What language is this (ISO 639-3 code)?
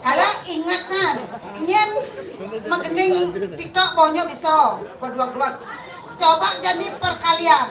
ban